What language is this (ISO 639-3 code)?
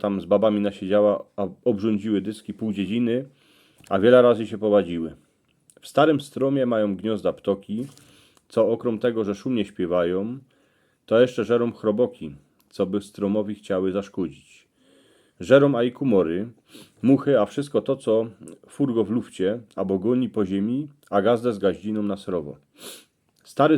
szl